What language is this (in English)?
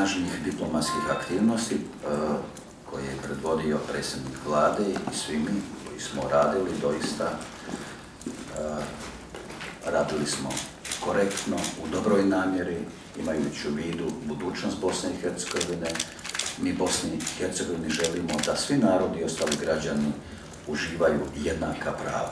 Croatian